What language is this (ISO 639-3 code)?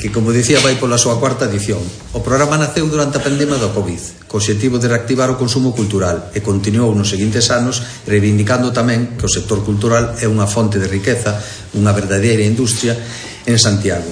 glg